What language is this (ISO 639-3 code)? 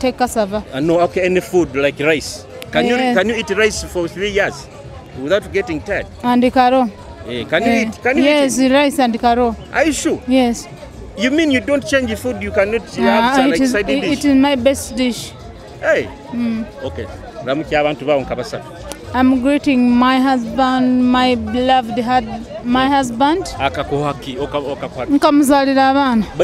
nyo